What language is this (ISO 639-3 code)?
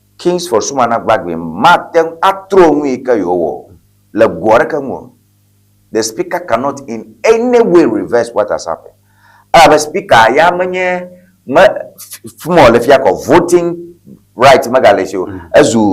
ewe